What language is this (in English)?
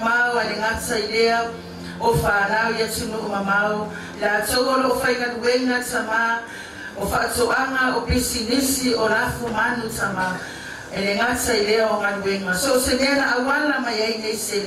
Samoan